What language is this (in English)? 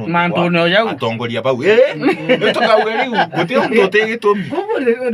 Meru